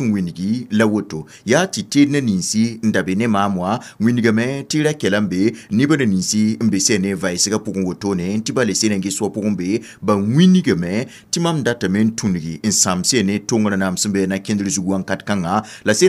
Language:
Mossi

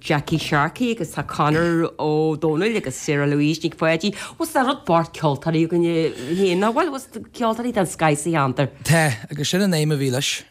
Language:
Irish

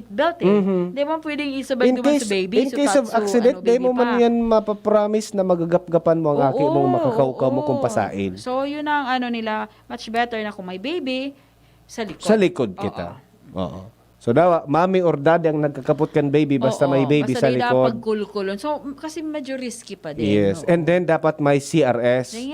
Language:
Bikol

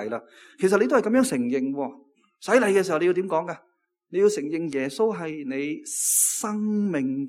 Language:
Cantonese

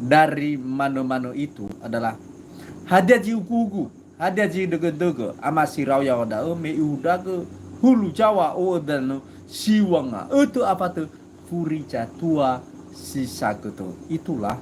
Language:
Nias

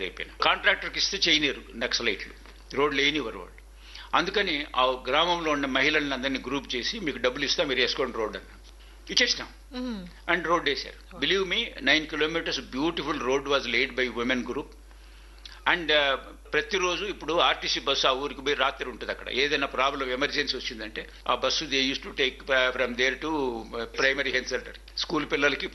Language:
Telugu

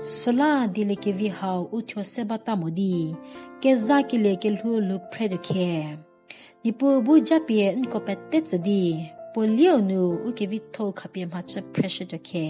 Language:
Angami Naga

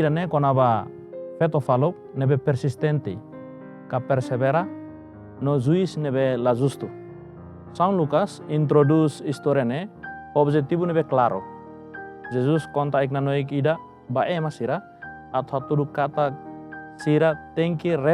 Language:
Tetum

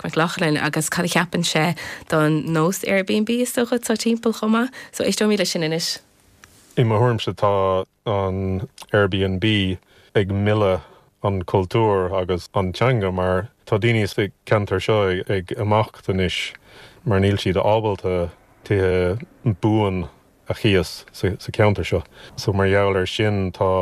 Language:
Irish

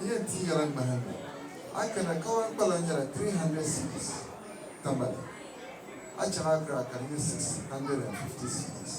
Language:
Dagbani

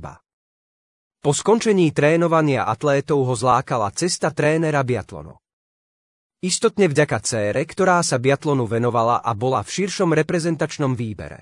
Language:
Slovak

